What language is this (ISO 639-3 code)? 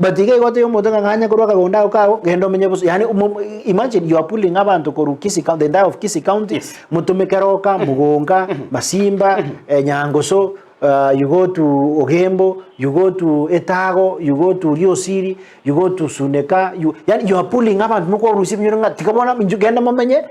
guz